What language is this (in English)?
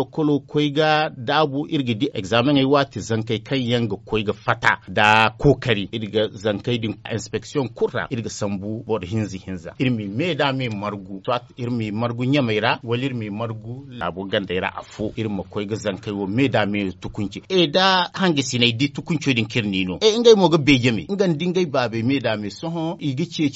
Zarma